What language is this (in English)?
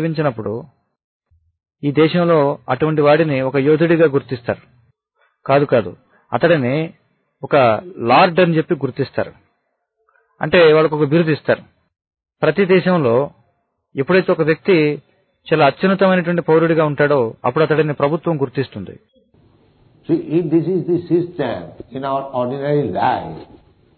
Telugu